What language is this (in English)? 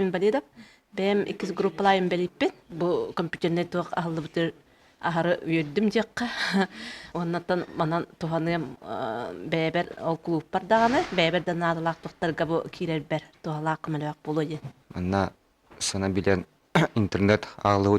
Yakut